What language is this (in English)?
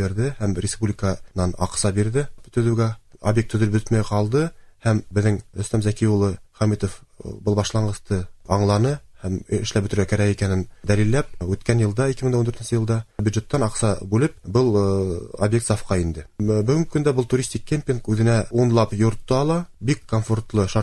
Tatar